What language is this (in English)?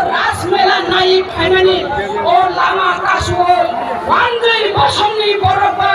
Kok Borok